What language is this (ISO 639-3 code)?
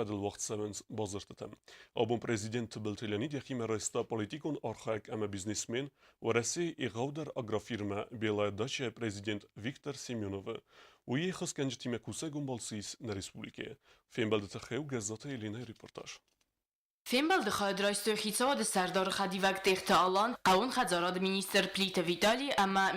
oss